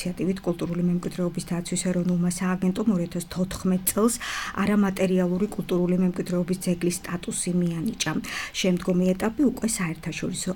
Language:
Georgian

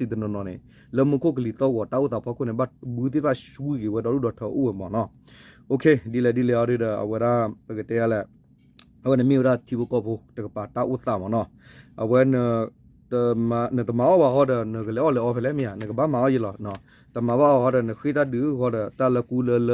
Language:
S'gaw Karen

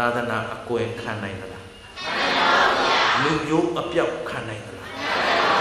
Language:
Burmese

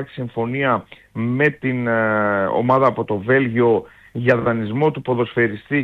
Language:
Greek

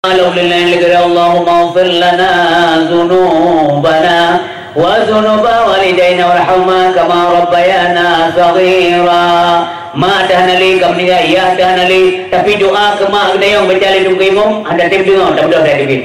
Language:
Achinese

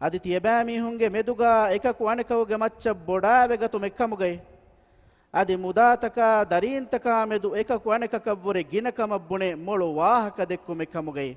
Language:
Divehi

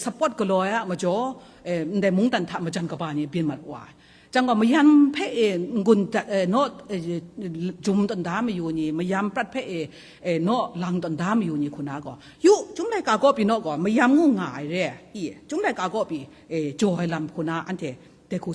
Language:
Kachin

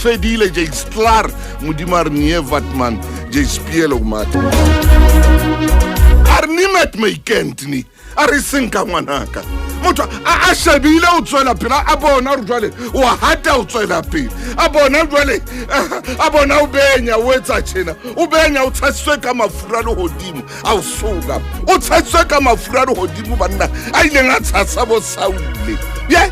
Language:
Southern Sotho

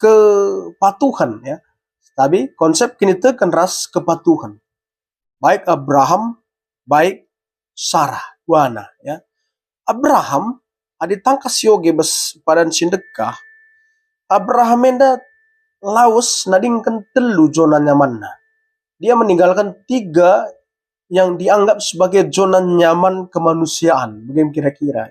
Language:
Batak Karo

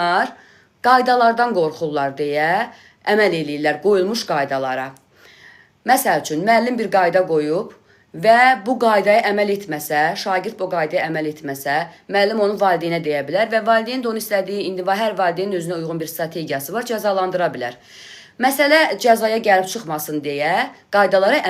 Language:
Azerbaijani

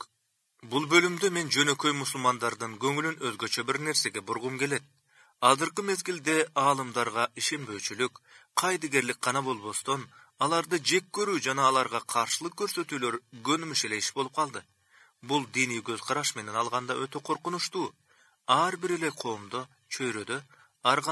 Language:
Kyrgyz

